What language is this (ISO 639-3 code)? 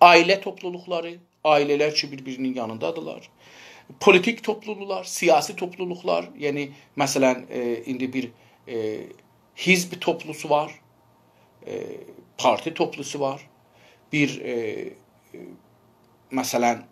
azb